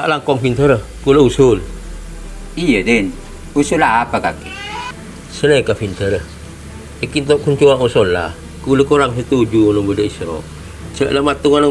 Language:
Madurese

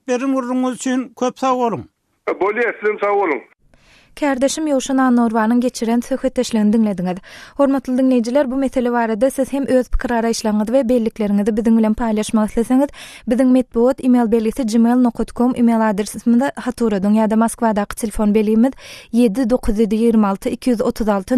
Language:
Turkmen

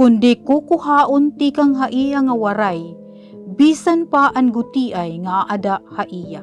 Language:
Waray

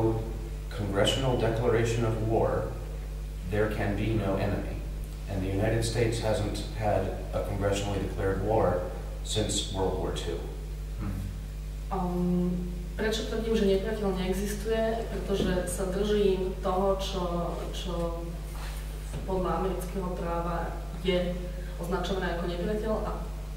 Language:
Slovak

